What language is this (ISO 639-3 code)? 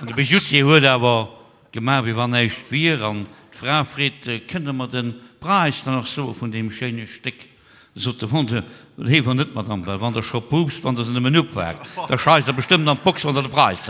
ltz